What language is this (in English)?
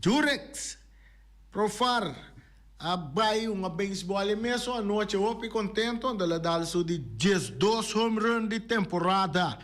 Papiamento